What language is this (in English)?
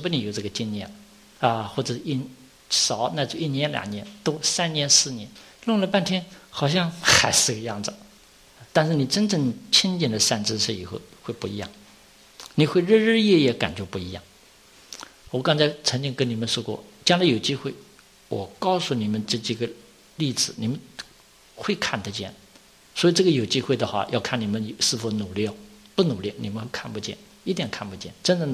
Chinese